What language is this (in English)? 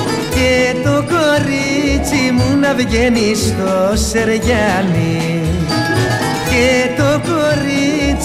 Greek